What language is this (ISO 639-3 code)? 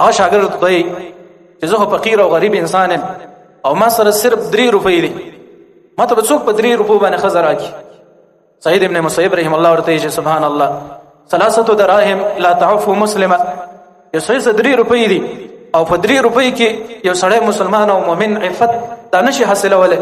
pus